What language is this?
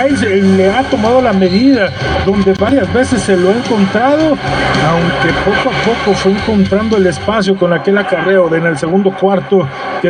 Spanish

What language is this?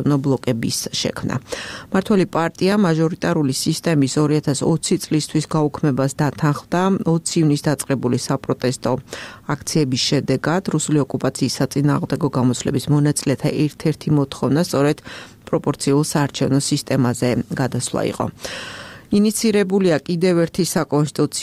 Georgian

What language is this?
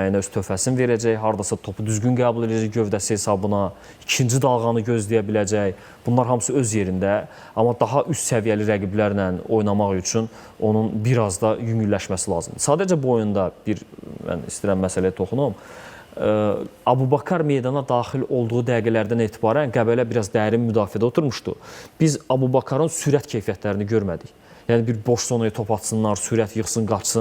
Azerbaijani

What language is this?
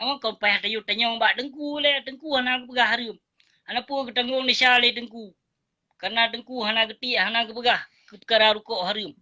Achinese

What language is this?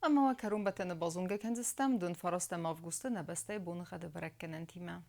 Ossetic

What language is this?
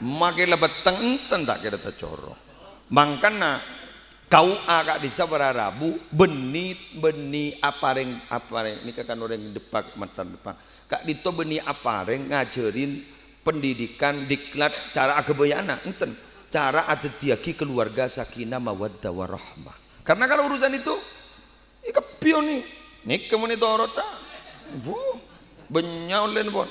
Madurese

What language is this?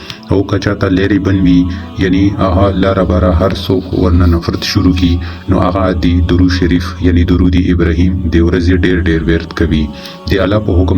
Pashto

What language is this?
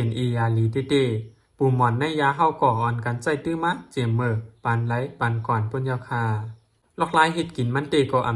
Lao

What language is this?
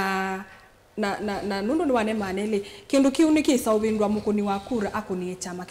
Kamba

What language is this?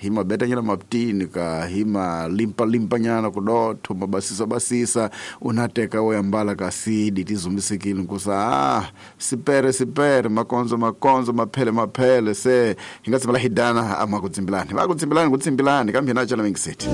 Tsonga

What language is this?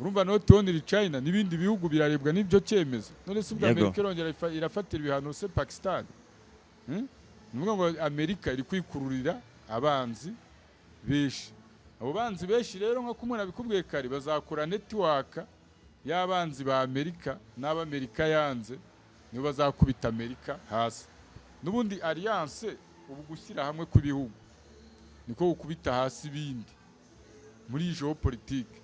Kinyarwanda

